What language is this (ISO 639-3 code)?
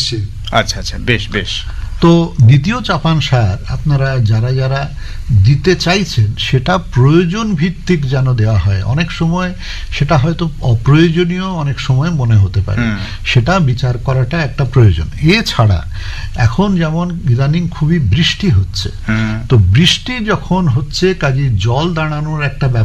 ben